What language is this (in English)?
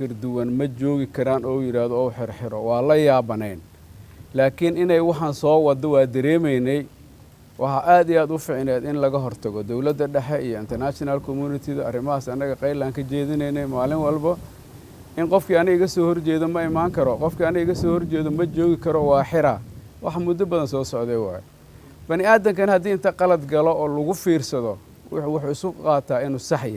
Somali